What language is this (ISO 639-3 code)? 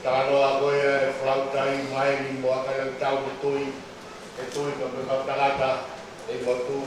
ton